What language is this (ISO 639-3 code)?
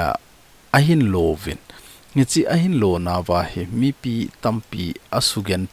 tcz